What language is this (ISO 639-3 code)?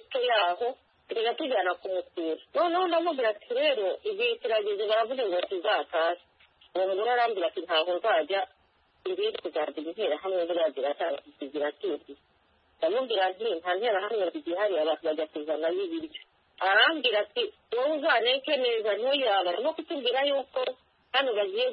kin